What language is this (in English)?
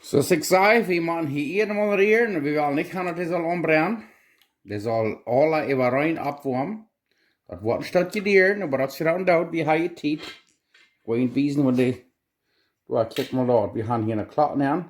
Plautdietsch